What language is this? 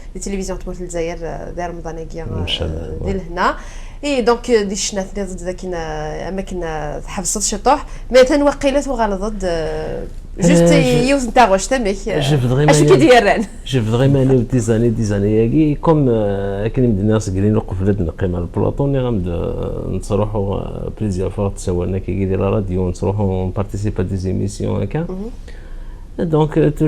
Kabyle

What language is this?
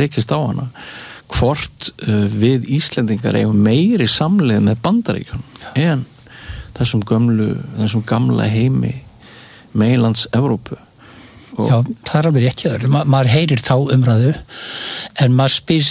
Icelandic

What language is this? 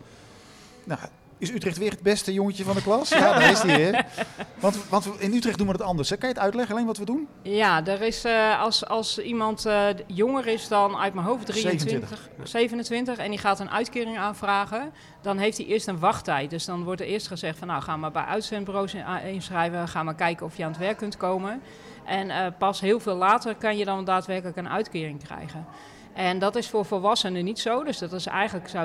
Dutch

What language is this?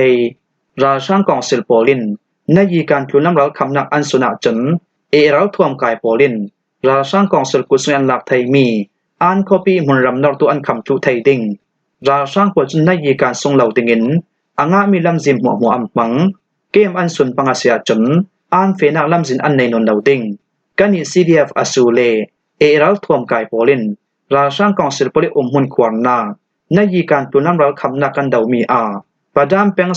Falam Chin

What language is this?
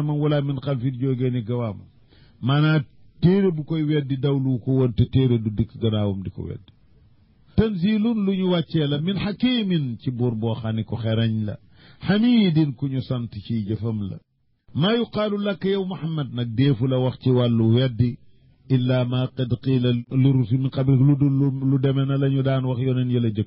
Wolof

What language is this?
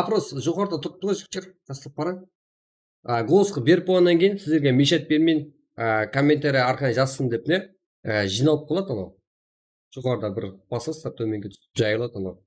Kara-Kalpak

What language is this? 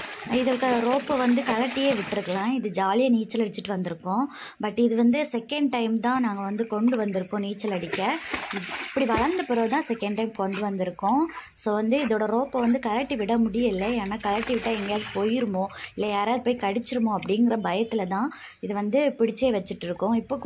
Tamil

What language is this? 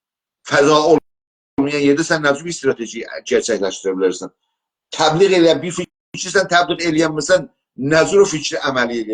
South Azerbaijani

